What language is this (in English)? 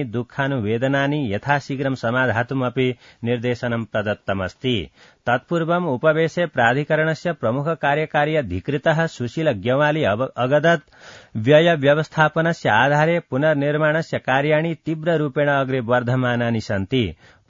Sanskrit